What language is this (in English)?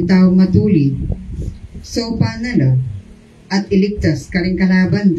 Pampanga